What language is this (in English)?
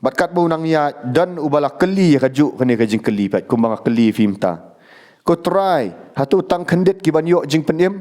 Khasi